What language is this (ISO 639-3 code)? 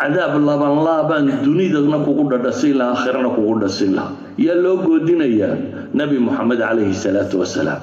som